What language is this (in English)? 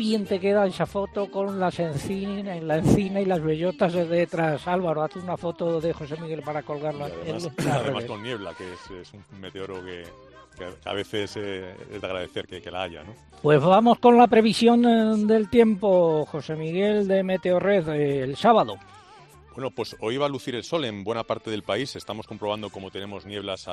Spanish